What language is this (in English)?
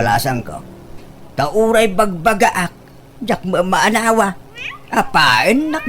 Iloko